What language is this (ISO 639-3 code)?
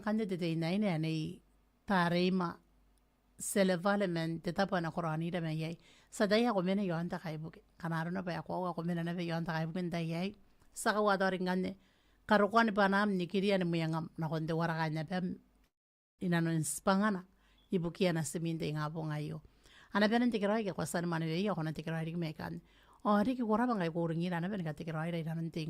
gil